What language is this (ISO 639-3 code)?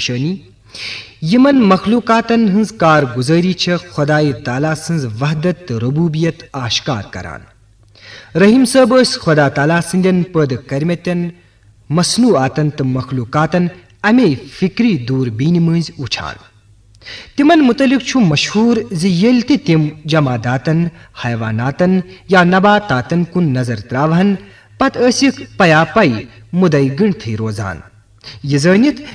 kas